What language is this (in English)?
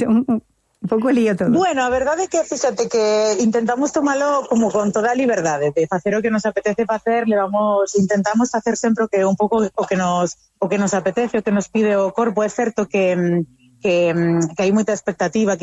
Galician